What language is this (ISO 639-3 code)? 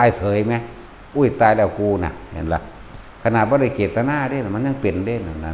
tts